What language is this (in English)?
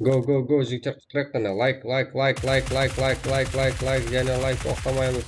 Kara-Kalpak